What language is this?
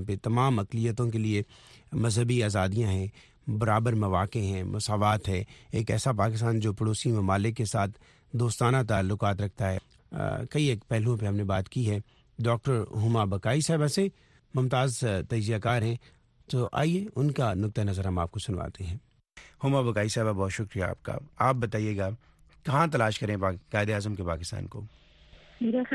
Urdu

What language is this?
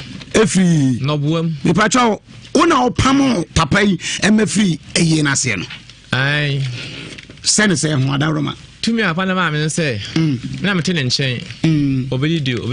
Akan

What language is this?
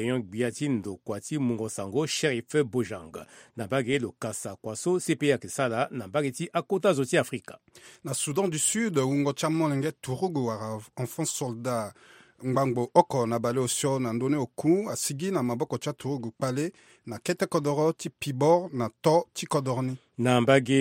Sango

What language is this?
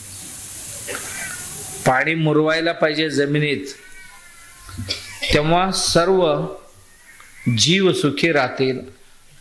Marathi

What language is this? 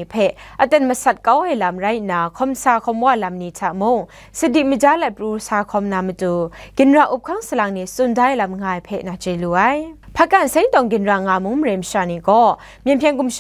Kachin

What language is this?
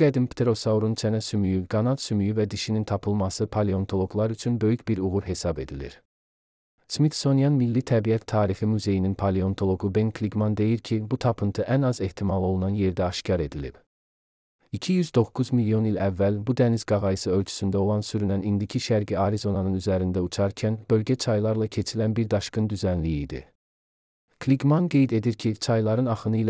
Azerbaijani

